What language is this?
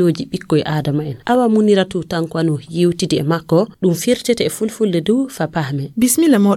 Nigerian Fulfulde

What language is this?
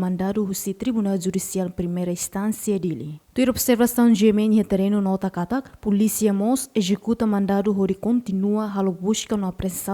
Tetum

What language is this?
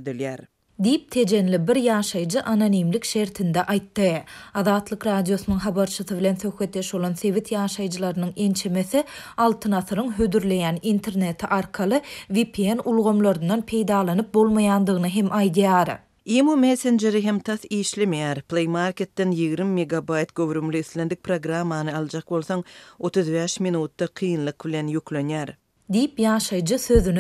Turkmen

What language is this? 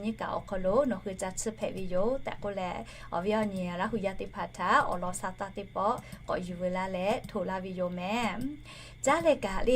Lahu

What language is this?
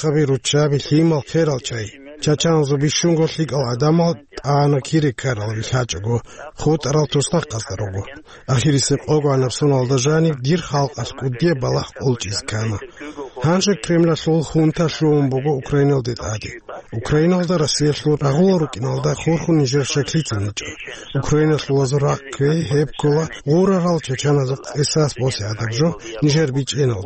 Avaric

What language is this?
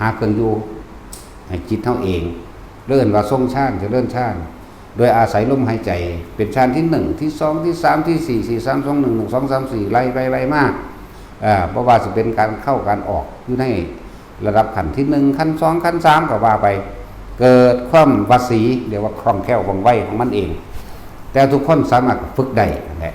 Northeastern Thai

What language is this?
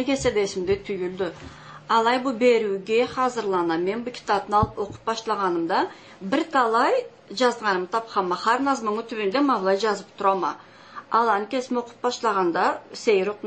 Karachay-Balkar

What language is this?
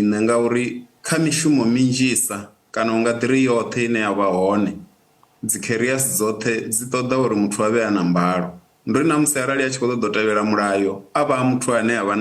Venda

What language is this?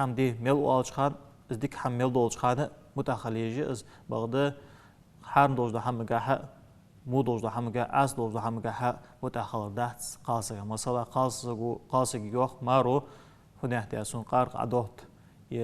Ingush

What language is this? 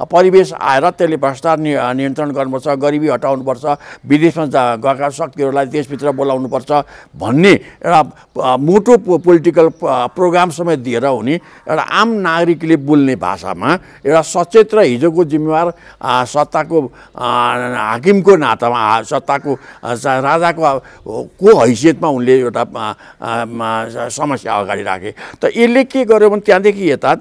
Nepali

